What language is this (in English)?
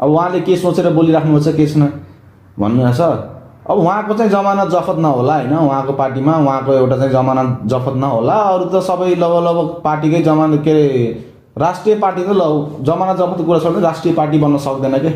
Nepali